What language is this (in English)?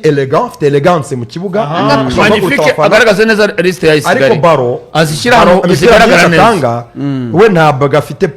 Kinyarwanda